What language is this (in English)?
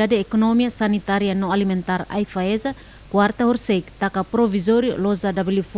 Tetum